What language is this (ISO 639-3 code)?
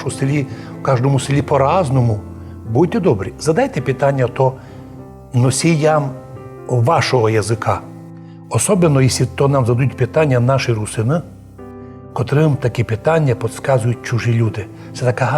rue